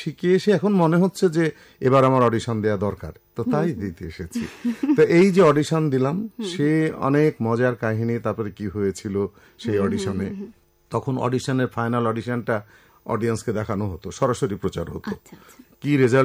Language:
Bangla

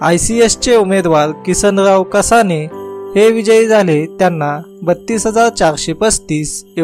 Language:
Marathi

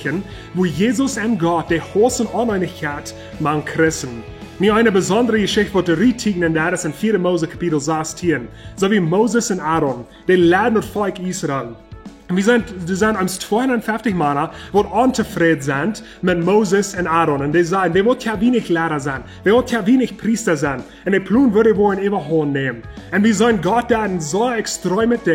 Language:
Plautdietsch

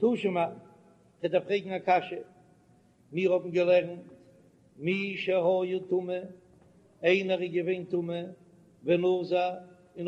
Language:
Yiddish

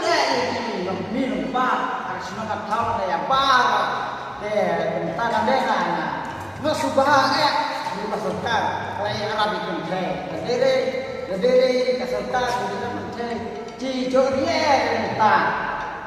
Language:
Khasi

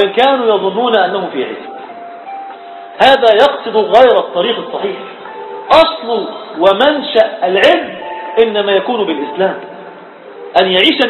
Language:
Arabic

